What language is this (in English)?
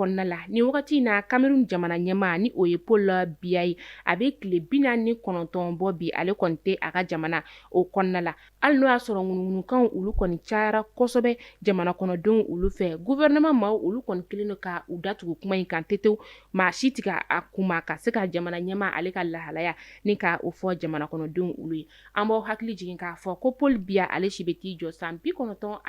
Bambara